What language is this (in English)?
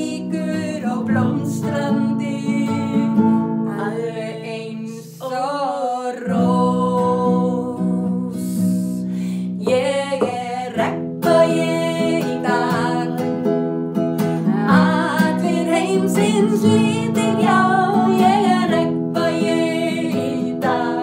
Icelandic